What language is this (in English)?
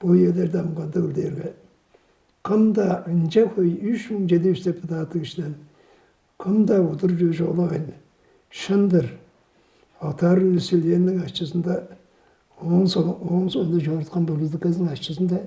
Tuvinian